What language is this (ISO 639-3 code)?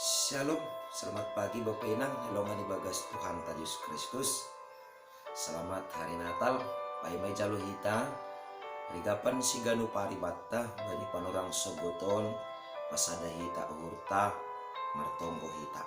bts